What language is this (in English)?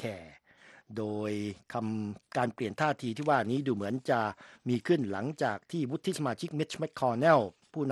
Thai